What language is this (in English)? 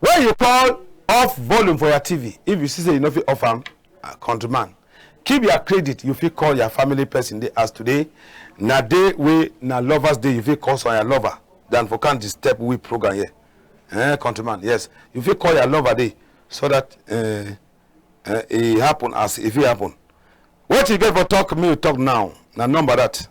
Cameroon Pidgin